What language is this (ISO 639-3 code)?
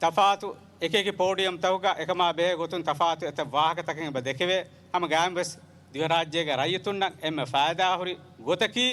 div